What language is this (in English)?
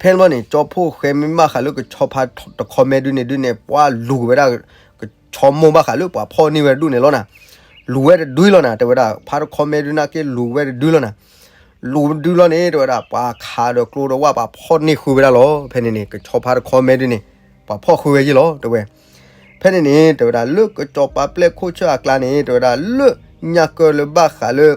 S'gaw Karen